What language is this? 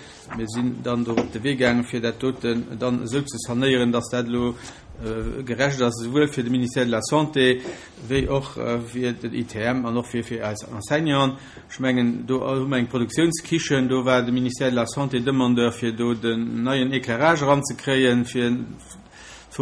Luxembourgish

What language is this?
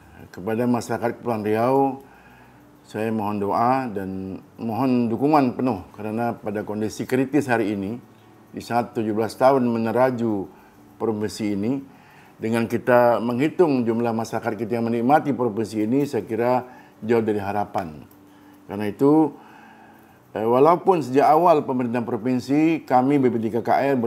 Indonesian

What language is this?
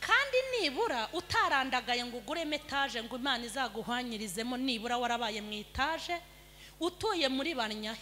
Kinyarwanda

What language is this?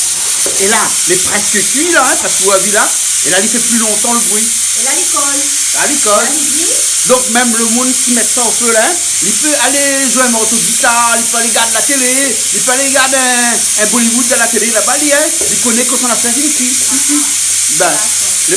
Réunion Creole French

